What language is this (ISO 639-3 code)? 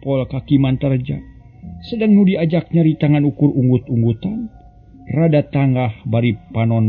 sun